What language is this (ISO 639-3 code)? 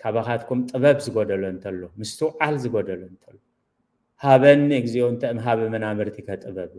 tir